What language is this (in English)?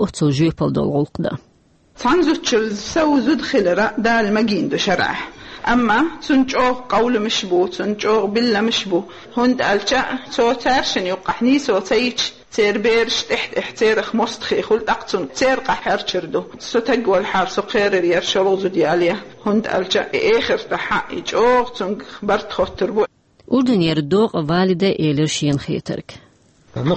Chechen